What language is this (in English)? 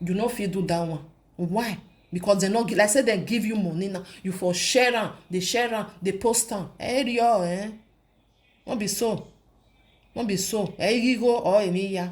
Nigerian Pidgin